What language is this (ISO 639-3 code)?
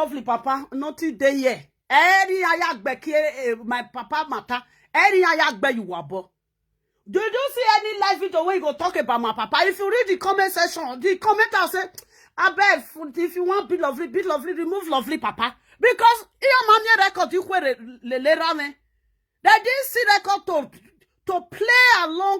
pcm